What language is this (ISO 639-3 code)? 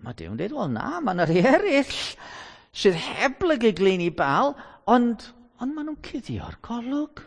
cym